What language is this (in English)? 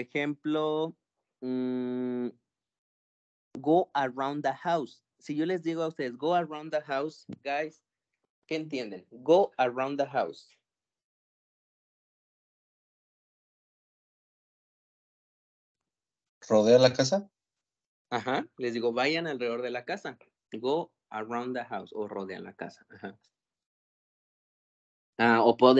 Spanish